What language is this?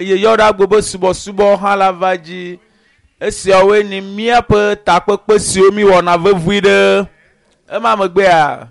Ewe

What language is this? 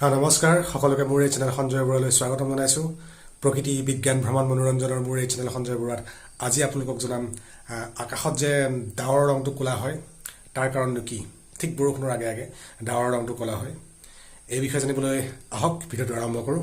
Assamese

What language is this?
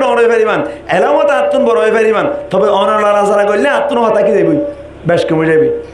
Rohingya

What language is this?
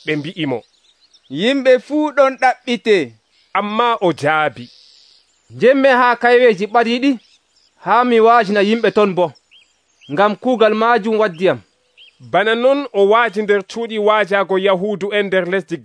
Nigerian Fulfulde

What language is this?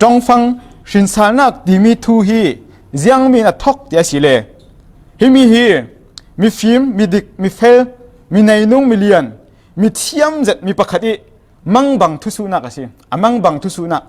Falam Chin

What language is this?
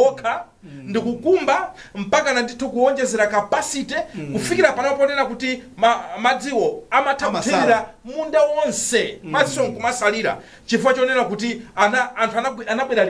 Nyanja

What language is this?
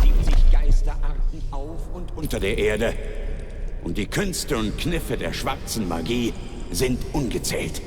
Bavarian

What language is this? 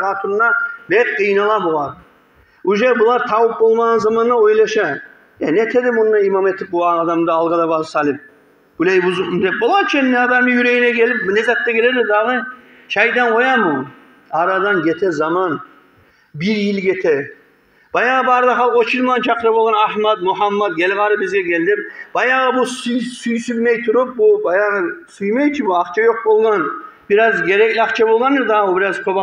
Kumyk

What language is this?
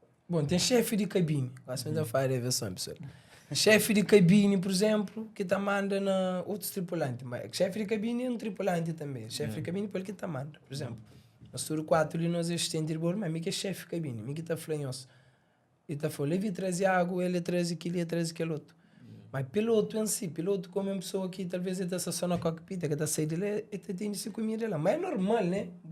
Kabuverdianu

